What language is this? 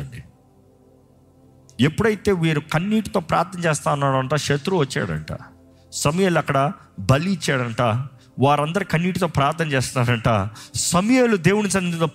Telugu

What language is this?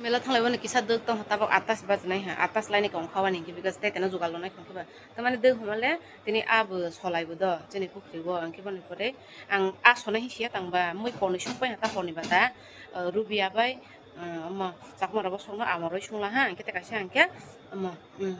Kok Borok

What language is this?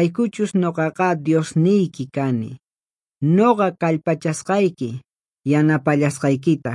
Quechua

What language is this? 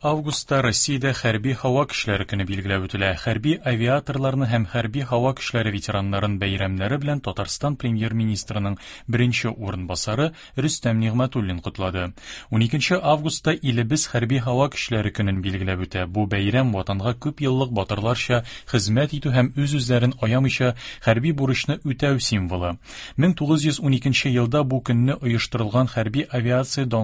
Tatar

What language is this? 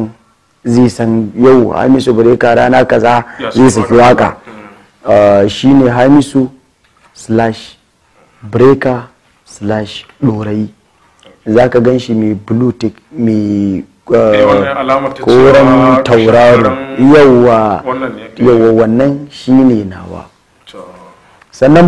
Hausa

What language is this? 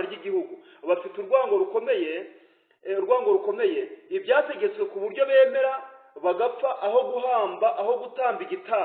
Kinyarwanda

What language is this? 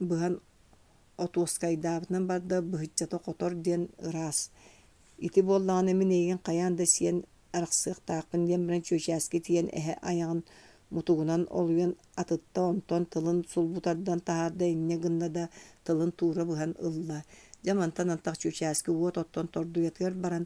Yakut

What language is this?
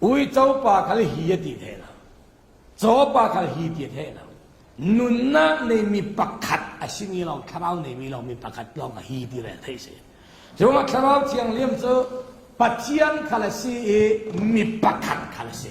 Falam Chin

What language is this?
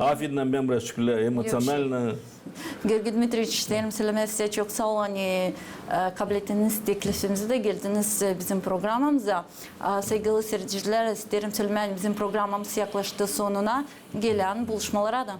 Gagauz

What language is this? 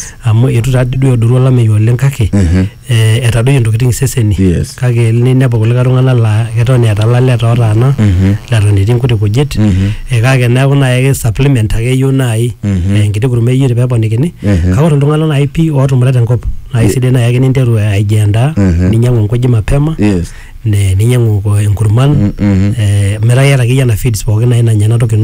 Masai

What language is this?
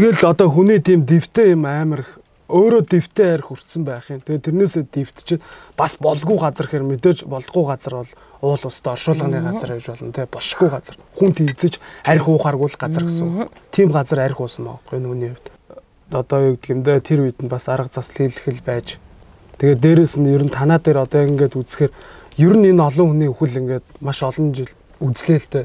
Mongolian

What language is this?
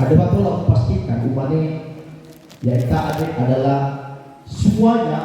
Nias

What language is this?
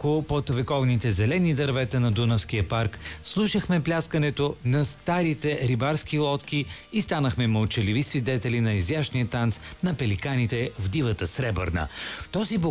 Bulgarian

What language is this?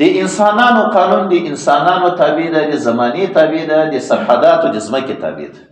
Pashto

